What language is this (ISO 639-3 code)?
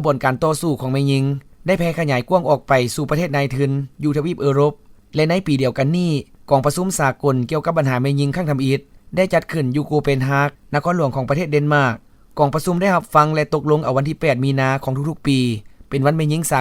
lao